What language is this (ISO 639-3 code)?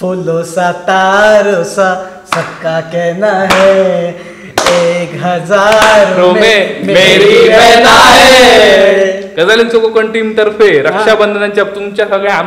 kok